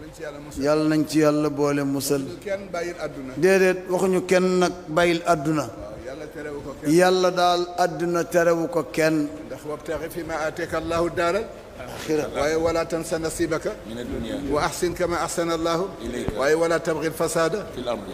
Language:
Wolof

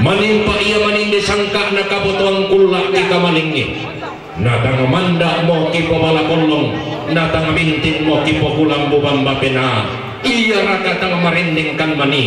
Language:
Toraja-Sa'dan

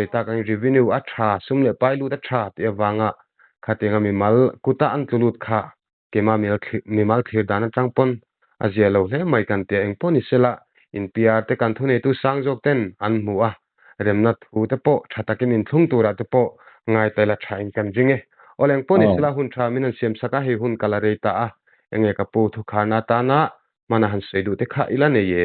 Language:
Mizo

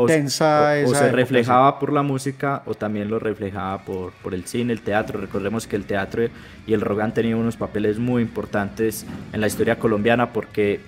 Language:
Spanish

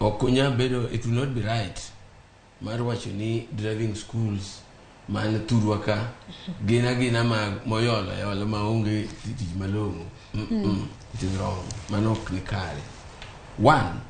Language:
Luo (Kenya and Tanzania)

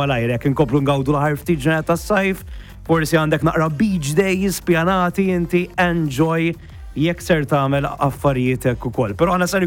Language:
Maltese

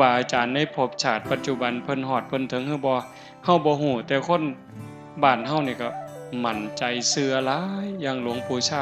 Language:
Northeastern Thai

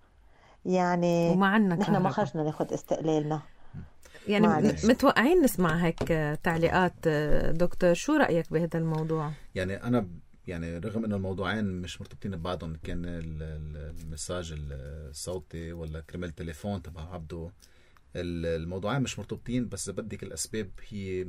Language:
North Levantine Arabic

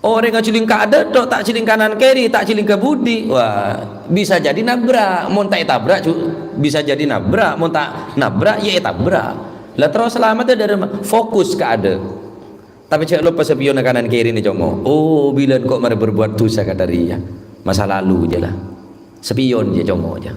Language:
Madurese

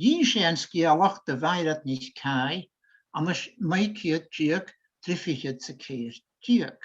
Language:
Scottish Gaelic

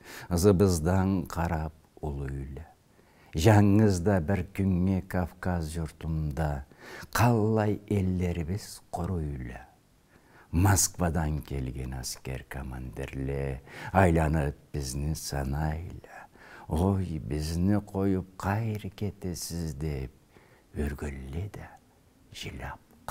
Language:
Karachay-Balkar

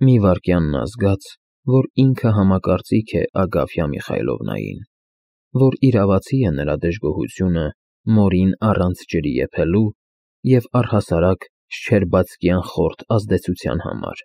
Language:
Armenian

